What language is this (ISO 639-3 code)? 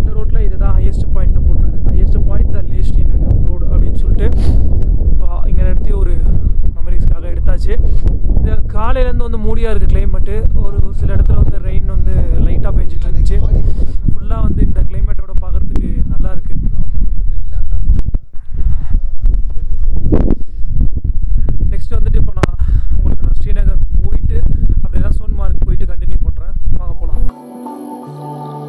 tam